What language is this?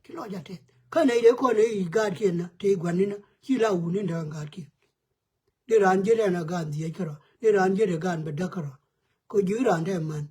Nuer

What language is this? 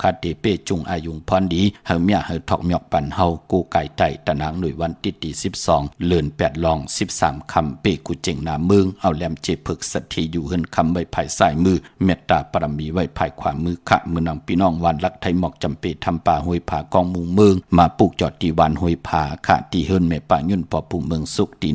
Shan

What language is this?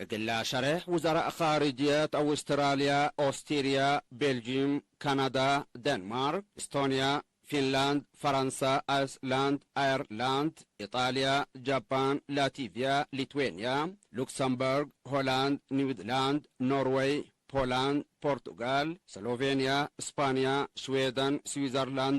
Tigre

